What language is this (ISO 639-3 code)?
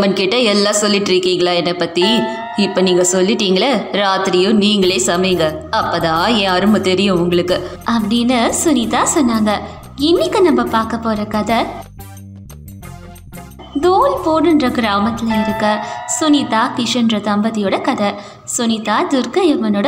tam